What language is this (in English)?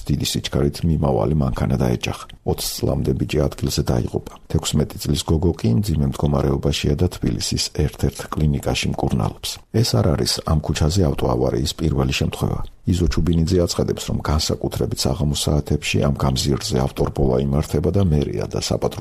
Georgian